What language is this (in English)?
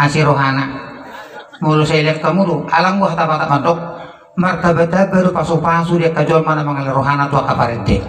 Batak Toba